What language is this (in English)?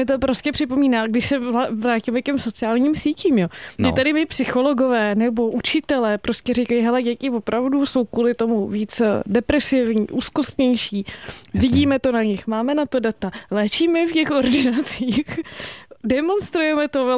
Czech